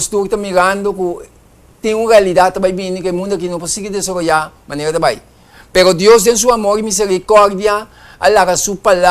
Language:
Papiamento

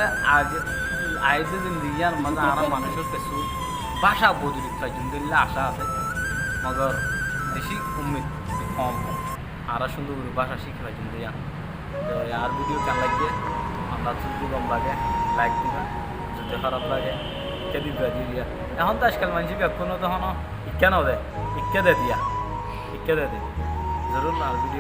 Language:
Rohingya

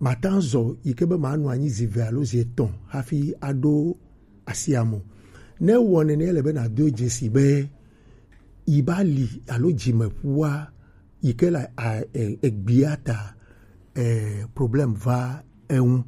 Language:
Gen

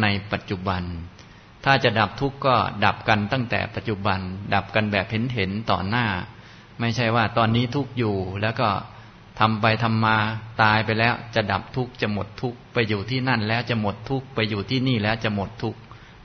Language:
Thai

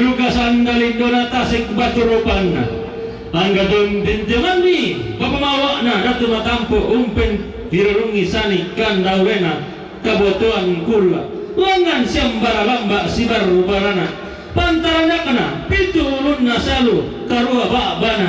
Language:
Toraja-Sa'dan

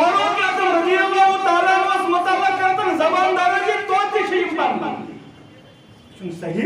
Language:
Kashmiri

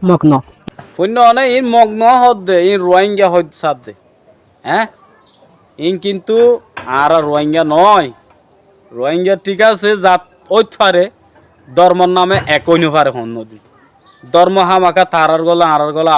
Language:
Rohingya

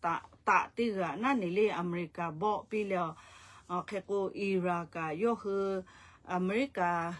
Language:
Lahu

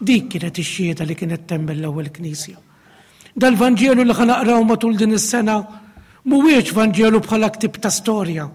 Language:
Maltese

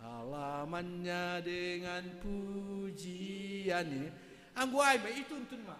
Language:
Batak Simalungun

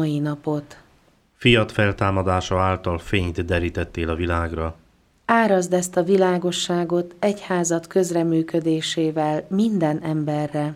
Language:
Hungarian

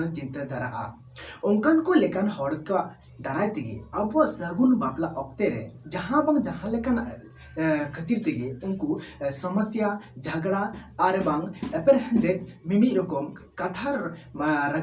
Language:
Santali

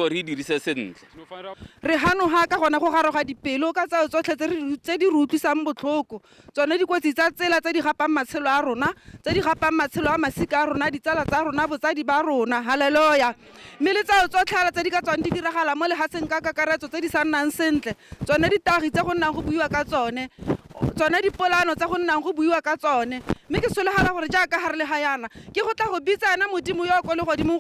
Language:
Tswana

